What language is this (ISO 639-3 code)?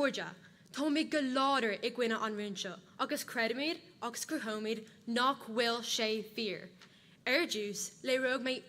gle